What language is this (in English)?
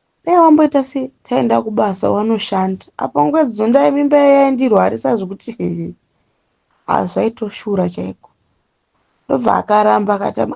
Shona